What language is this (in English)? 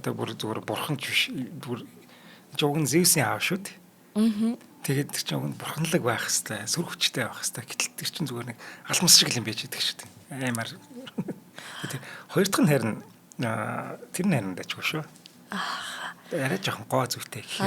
Mongolian